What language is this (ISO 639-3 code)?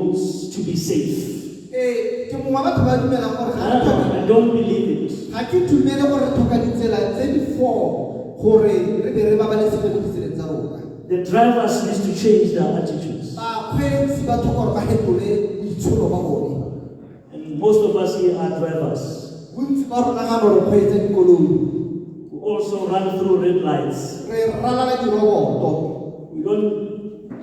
tsn